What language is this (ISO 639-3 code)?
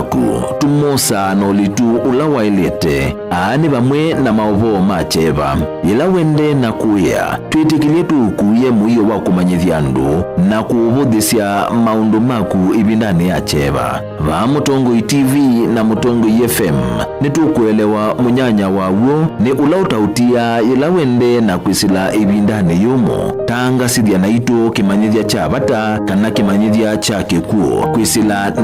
kam